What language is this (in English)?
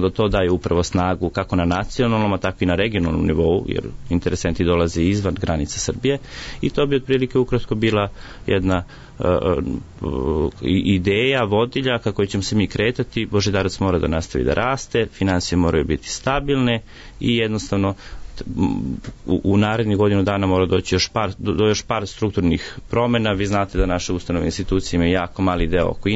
Serbian